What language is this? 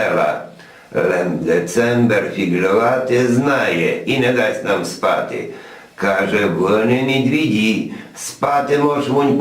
Rusyn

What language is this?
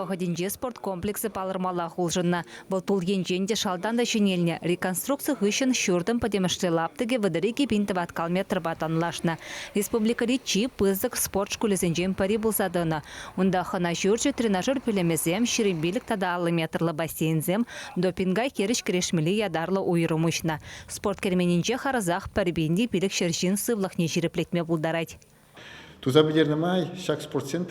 Chuvash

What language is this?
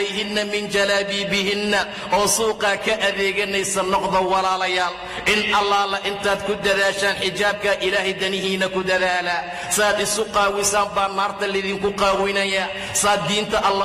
Somali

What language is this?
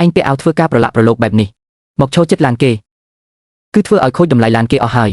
Khmer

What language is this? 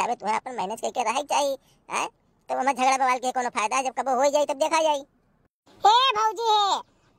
Awadhi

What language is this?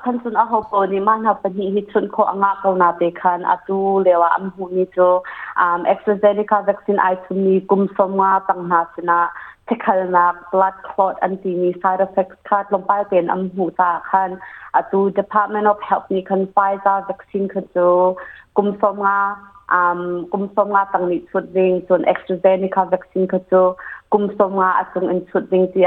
Hakha Chin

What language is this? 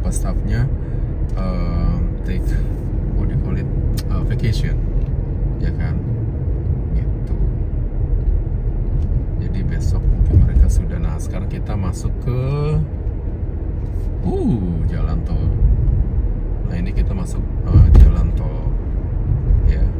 Indonesian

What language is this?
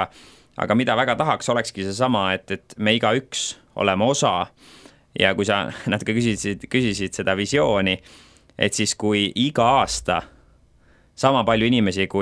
Estonian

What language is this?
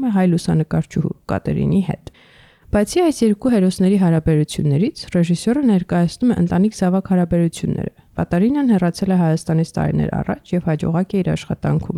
Armenian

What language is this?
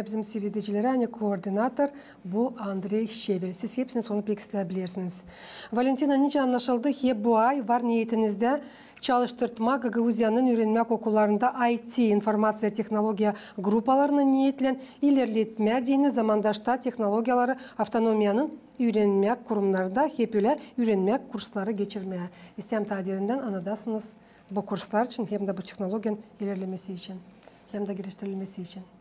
Gagauz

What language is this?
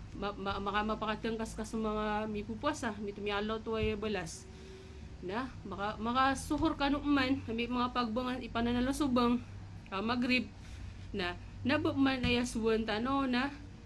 Maranao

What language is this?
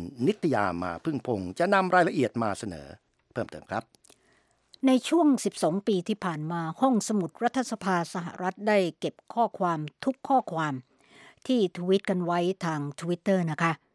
Thai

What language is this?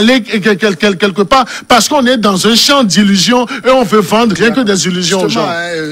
French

